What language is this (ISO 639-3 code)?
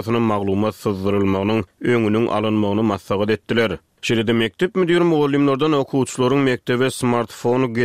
tuk